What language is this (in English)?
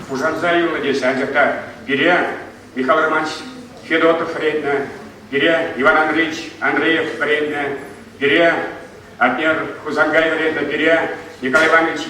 Chuvash